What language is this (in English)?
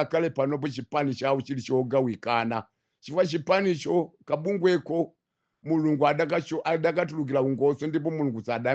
Nyanja